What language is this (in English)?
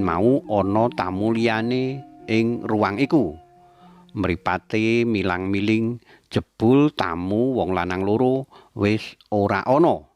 Javanese